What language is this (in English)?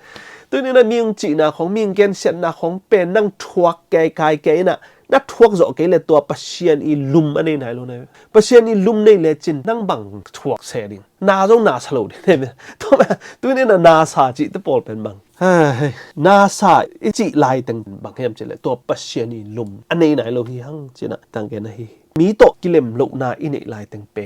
Tedim Chin